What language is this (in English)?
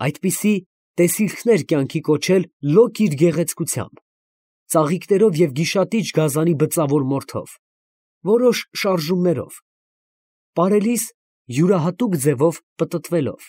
Armenian